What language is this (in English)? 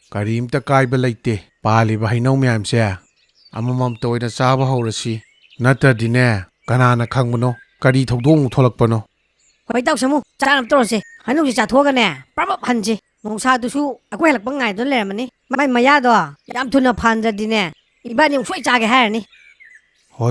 Manipuri